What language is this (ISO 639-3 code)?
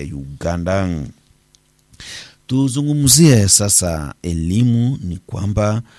swa